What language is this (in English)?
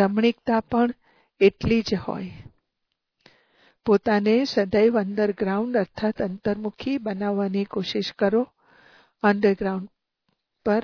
Gujarati